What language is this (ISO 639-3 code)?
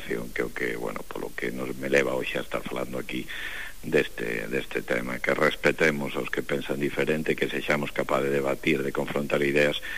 glg